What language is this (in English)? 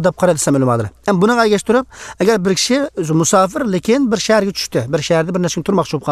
Uyghur